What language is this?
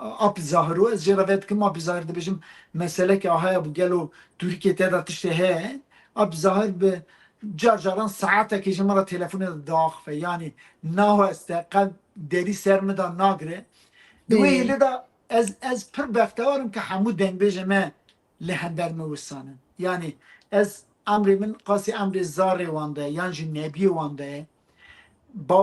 Kurdish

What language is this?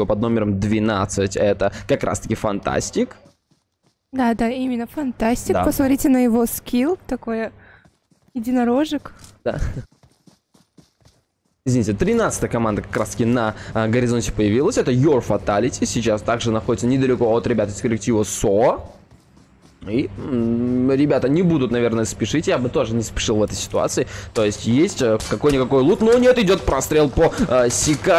Russian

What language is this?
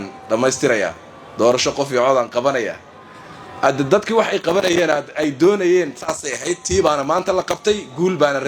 Somali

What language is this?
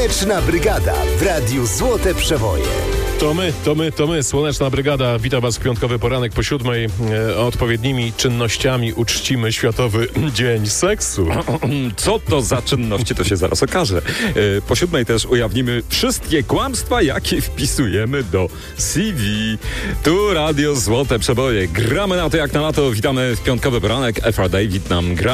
Polish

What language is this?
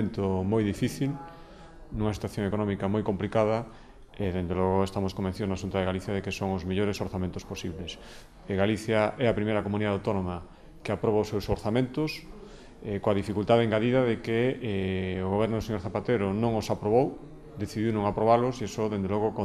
Galician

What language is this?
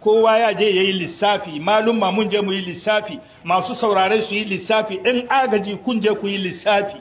Hausa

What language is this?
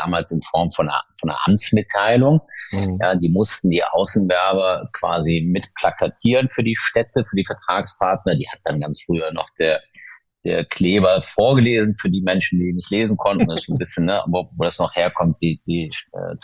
German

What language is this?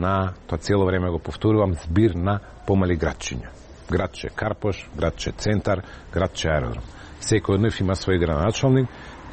Macedonian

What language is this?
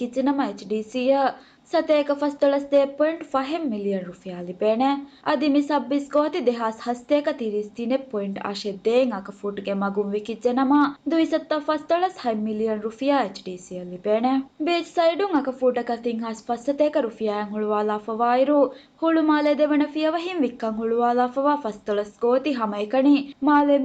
Divehi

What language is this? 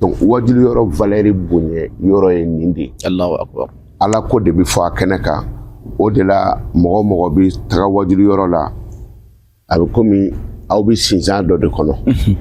Bambara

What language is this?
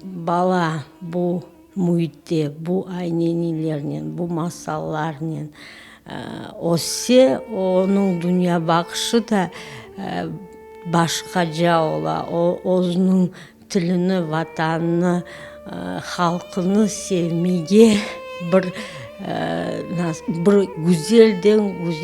Crimean Tatar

